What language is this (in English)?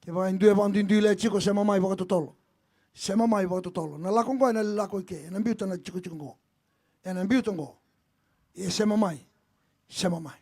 Fijian